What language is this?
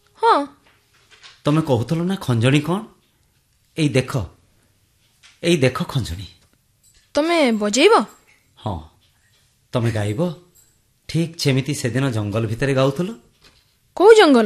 Odia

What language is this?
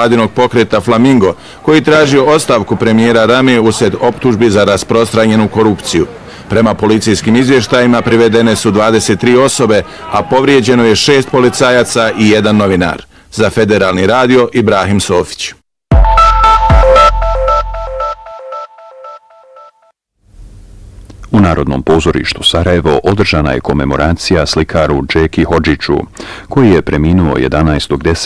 Bosnian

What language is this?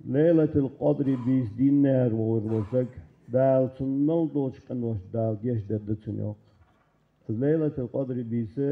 Ingush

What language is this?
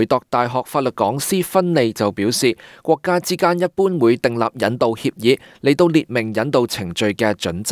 Cantonese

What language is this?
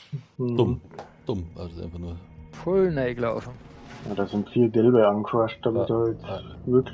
Bavarian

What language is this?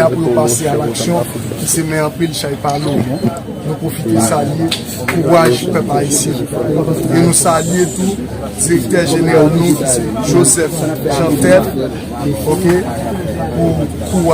Haitian Creole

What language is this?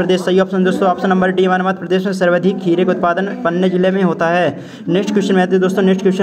Hindi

